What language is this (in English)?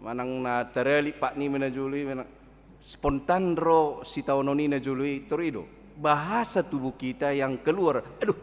Batak Toba